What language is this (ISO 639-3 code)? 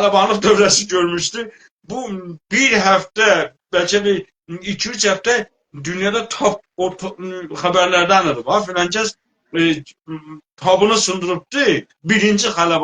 azb